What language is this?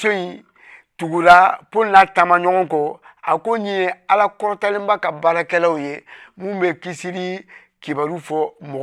Bambara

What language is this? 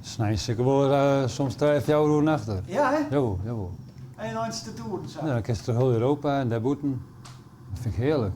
Western Frisian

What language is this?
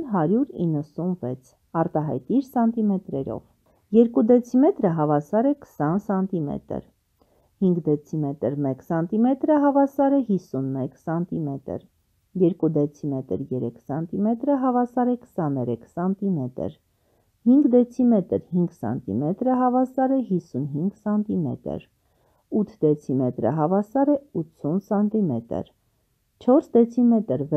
Armenian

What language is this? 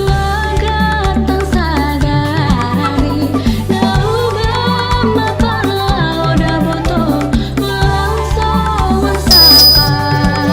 Batak Simalungun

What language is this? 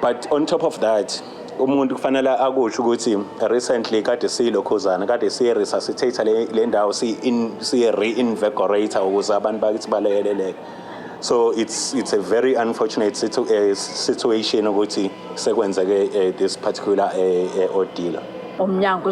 Zulu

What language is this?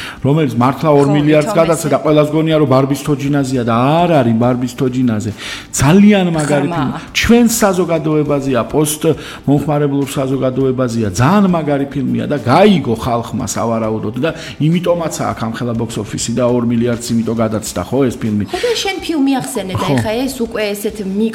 Georgian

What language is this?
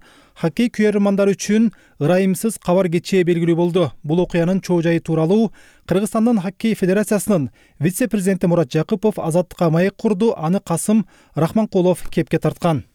Kyrgyz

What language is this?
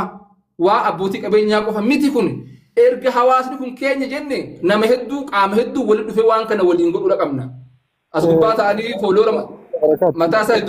Oromo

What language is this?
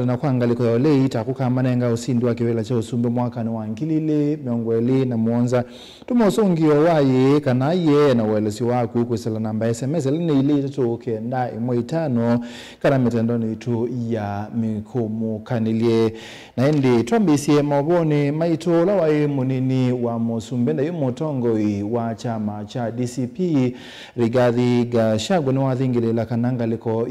Kamba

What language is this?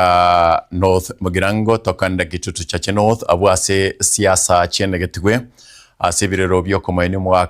Gusii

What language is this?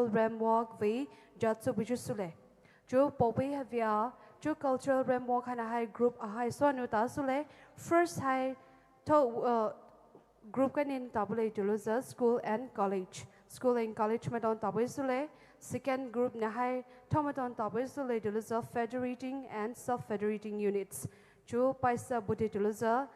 Poumei Naga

